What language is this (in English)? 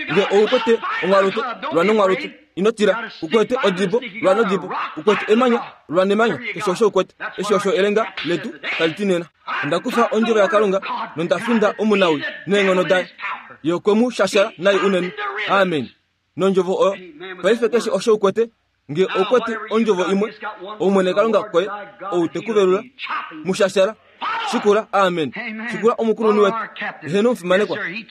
Kuanyama